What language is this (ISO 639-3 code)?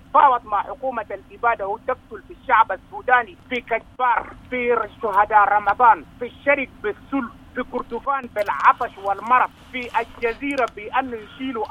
apd